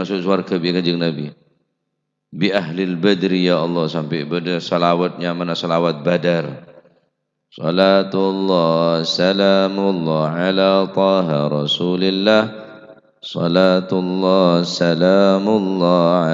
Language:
Madurese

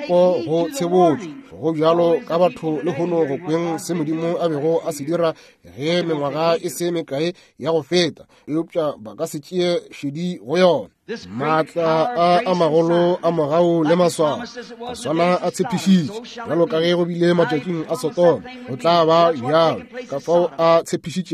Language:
Northern Sotho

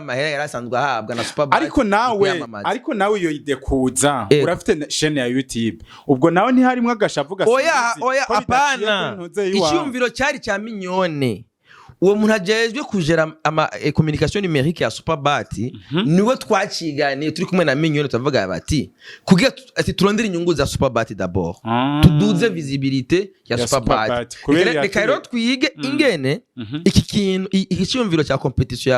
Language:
Rundi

